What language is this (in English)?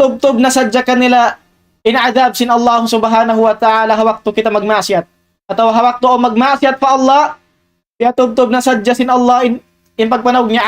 Tausug